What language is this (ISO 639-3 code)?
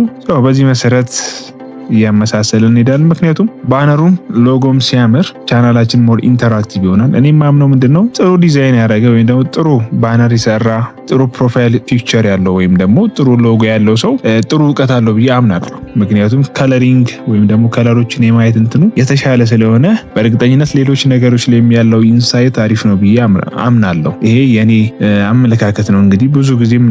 amh